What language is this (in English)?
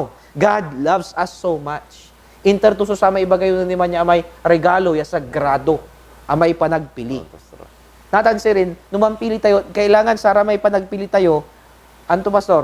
Pangasinan